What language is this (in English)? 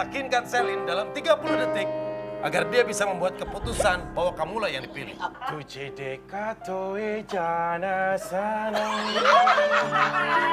Indonesian